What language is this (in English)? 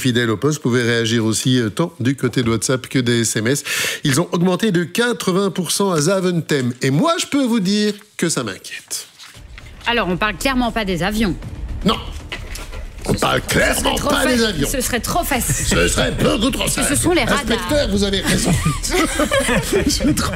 French